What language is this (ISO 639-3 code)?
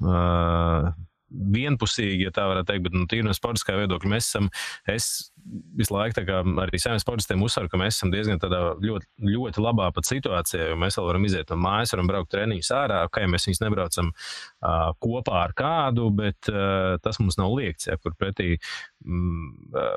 lav